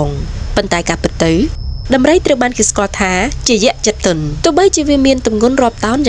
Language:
Khmer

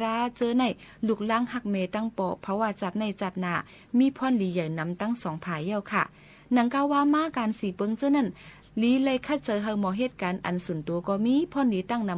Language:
Shan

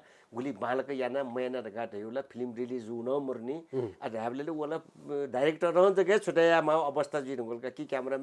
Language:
Newari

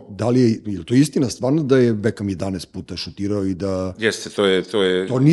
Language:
Serbian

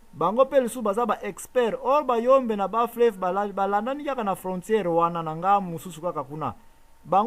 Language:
Lingala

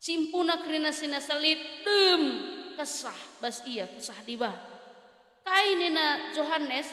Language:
Batak Karo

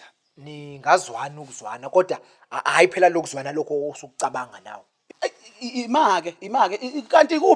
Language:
Zulu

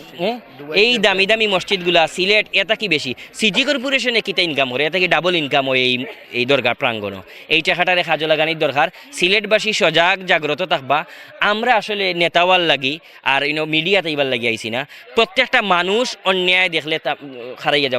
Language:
Sylheti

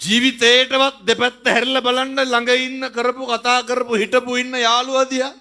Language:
Sinhala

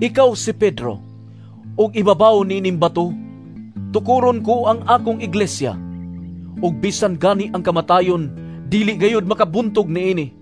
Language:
Cebuano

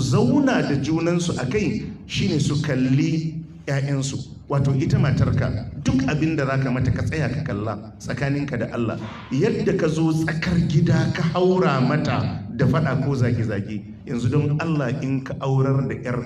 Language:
Hausa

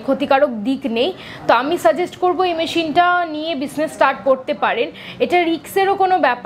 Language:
Bangla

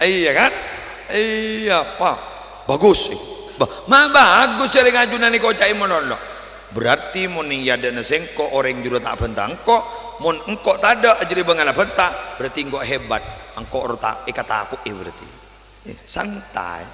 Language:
Madurese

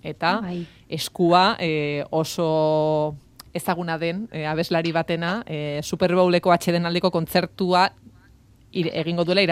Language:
Basque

